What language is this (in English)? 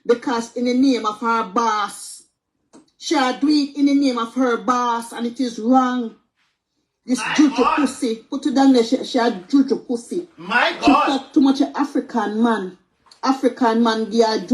Jamaican Creole English